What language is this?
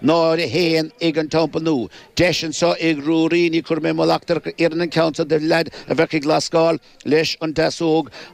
Irish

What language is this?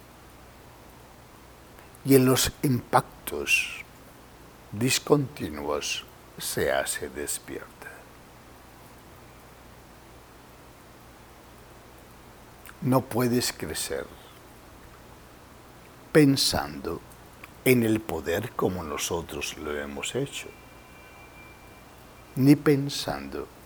Spanish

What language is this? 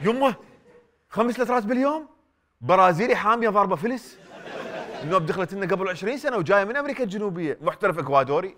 Mesopotamian Arabic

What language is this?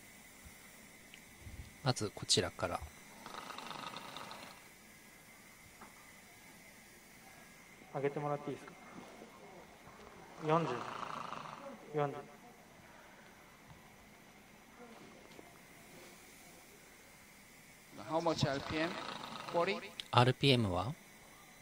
Japanese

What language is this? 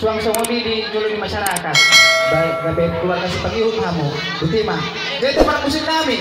Batak Toba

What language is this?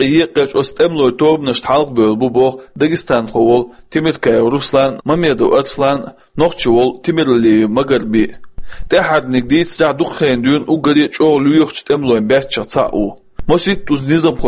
Chechen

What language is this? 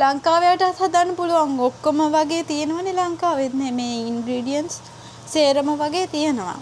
Sinhala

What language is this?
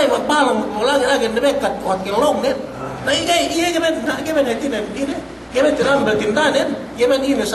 Yakan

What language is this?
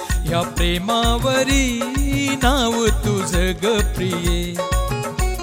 Marathi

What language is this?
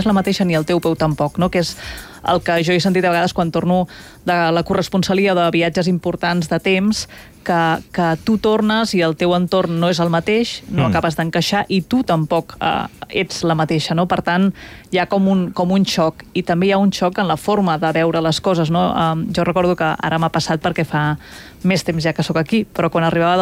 Catalan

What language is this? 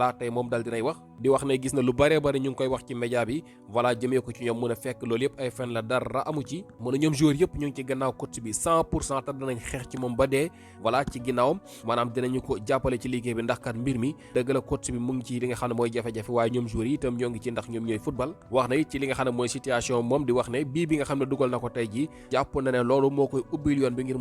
Wolof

